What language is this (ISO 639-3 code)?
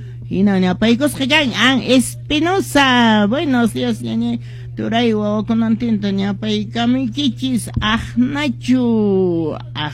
que